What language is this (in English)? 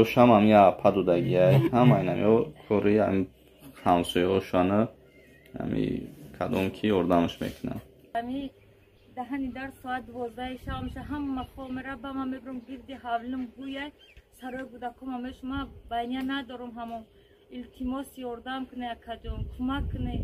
Tajik